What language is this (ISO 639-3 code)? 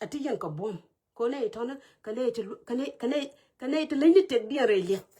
nus